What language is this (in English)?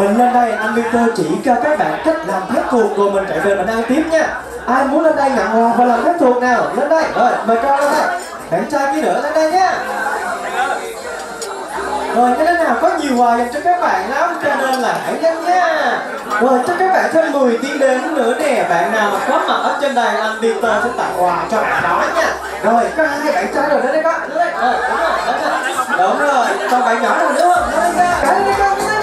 Vietnamese